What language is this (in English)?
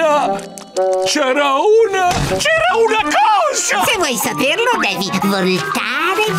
Italian